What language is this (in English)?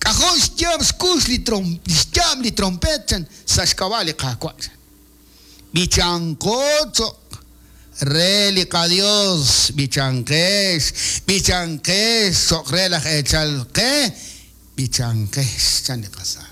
Kekchí